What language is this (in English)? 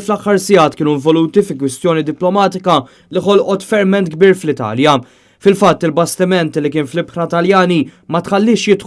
Maltese